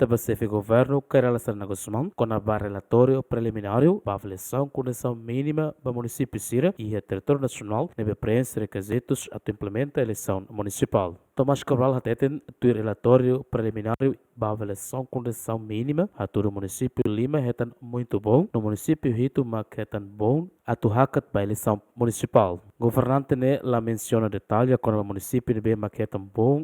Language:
Tetum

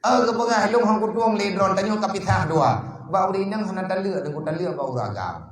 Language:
Achinese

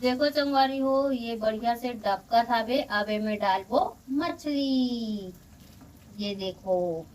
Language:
Chhattisgarhi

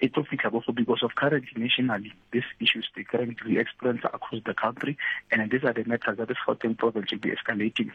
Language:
Southern Sotho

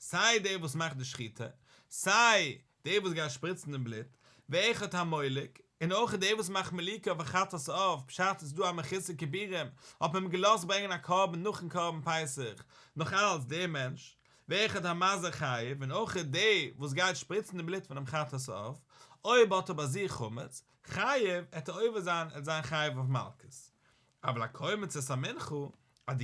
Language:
Yiddish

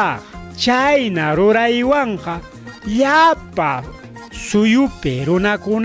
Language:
Ayacucho Quechua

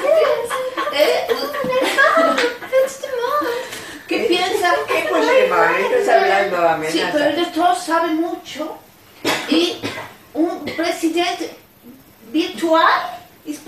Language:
Spanish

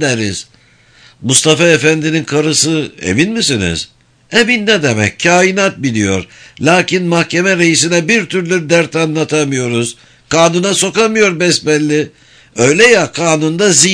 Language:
Turkish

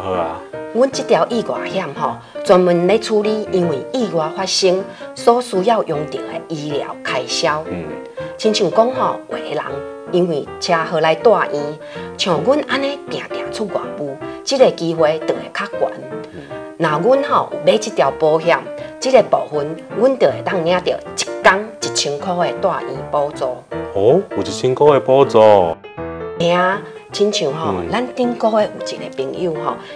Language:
Min Nan Chinese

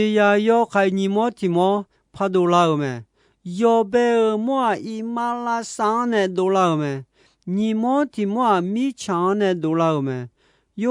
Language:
Akha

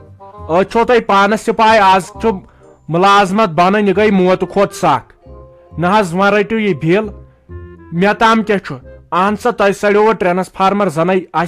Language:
Kashmiri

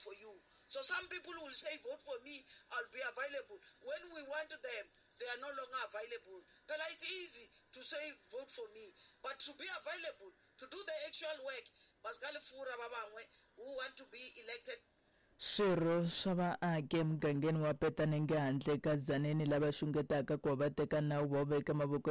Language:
Tsonga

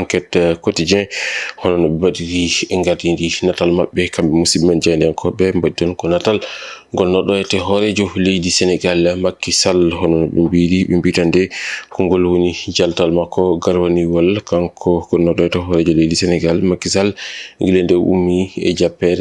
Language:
Fula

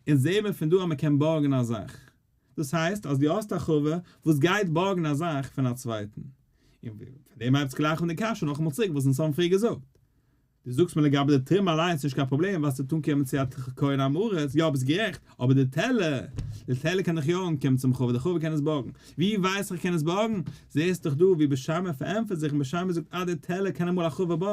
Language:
Yiddish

